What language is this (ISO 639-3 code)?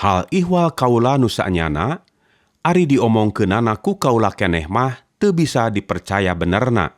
sun